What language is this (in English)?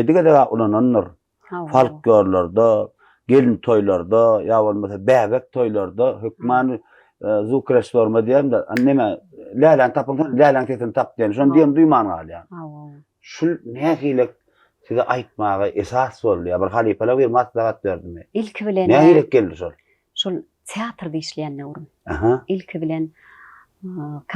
Turkmen